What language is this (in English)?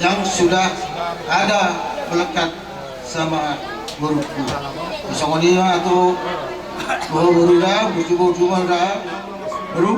Batak Toba